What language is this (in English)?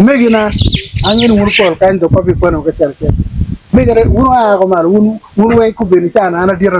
Acoli